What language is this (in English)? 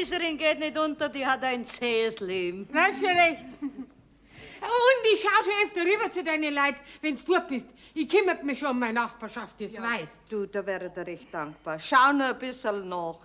Bavarian